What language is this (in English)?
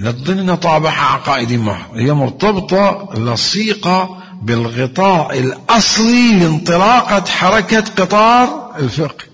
Mesopotamian Arabic